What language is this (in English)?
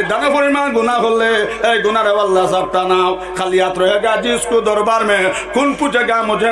Sylheti